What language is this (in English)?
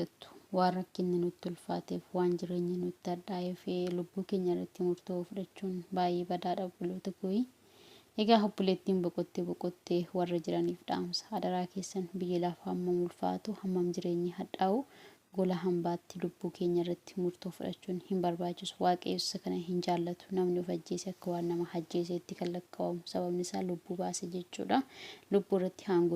Oromo